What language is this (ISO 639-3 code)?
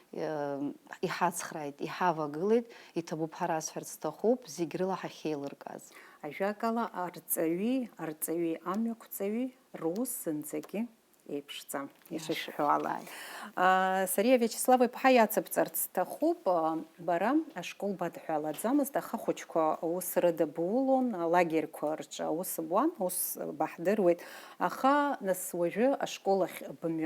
abk